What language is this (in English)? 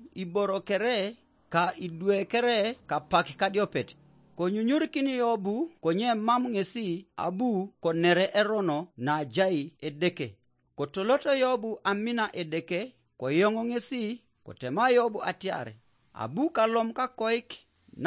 Teso